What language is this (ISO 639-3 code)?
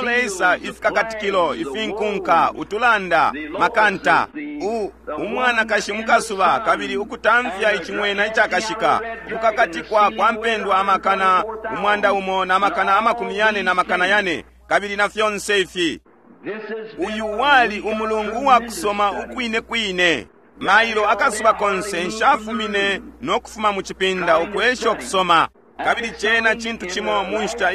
bem